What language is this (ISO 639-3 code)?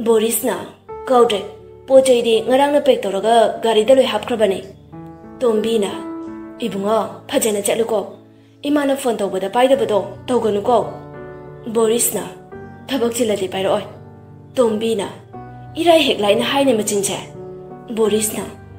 mni